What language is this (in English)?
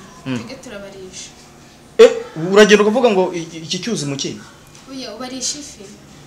Kinyarwanda